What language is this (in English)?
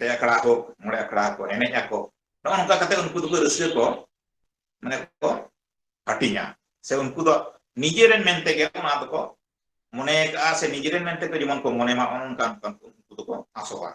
Santali